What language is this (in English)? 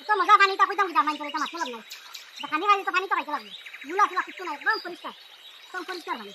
Sylheti